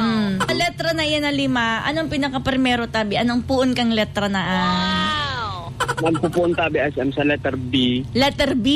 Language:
Bikol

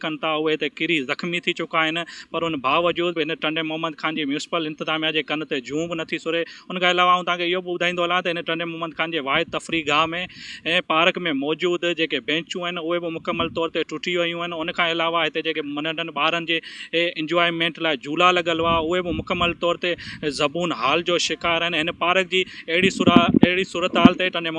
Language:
Sindhi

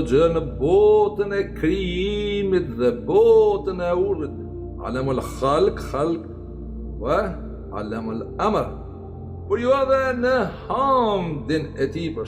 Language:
Albanian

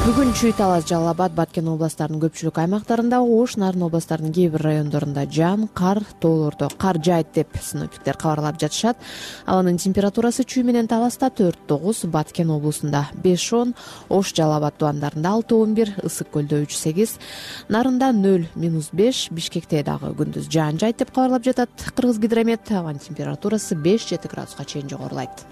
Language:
Kyrgyz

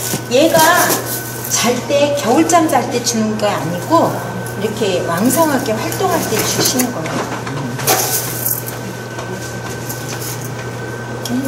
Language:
Korean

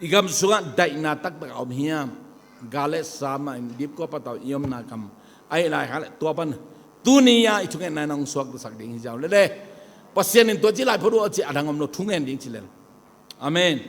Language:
Tedim Chin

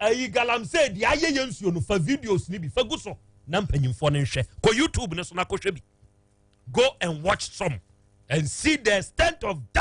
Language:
Akan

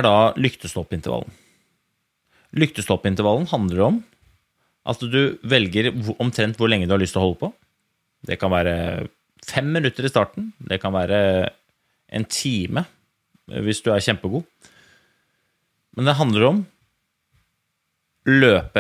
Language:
Norwegian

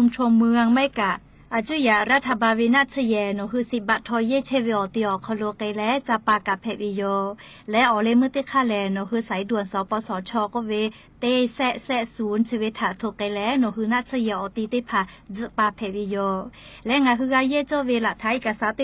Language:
Lahu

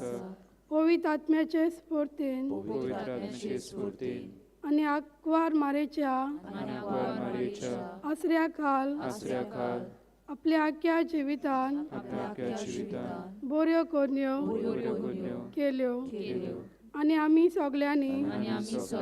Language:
Konkani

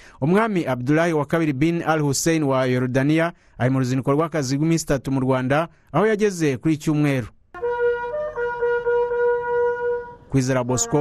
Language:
Kinyarwanda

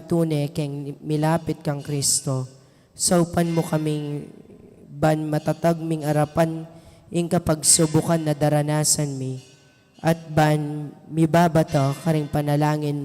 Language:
Pampanga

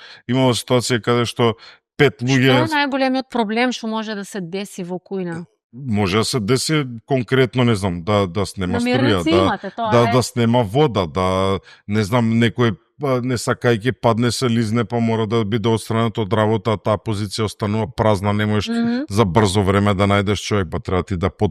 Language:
Macedonian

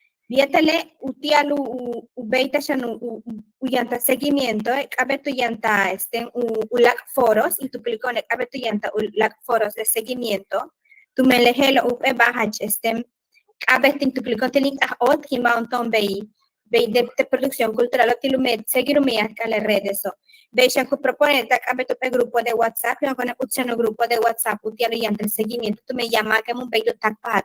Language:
Yucateco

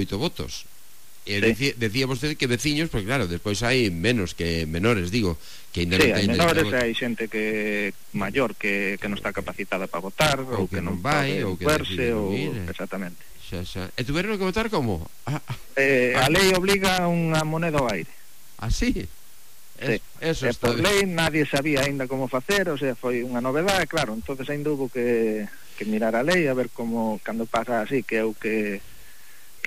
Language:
Galician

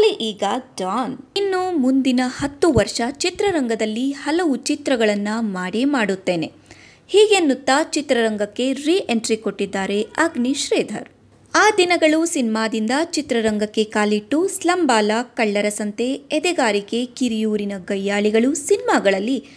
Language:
Kannada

